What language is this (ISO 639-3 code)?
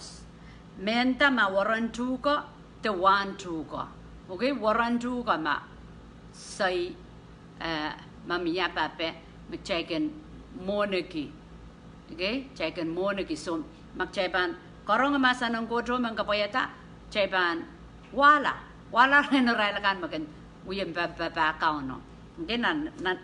pon